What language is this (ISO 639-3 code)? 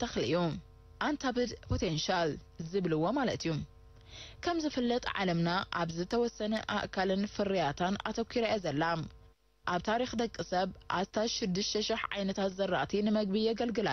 tir